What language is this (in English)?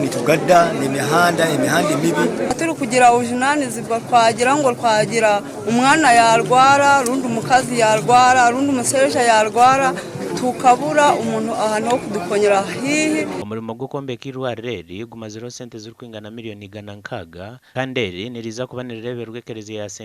Nyankole